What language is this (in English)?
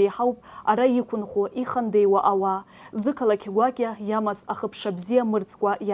Abkhazian